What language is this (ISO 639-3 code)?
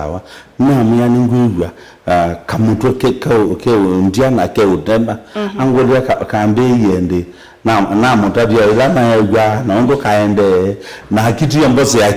kam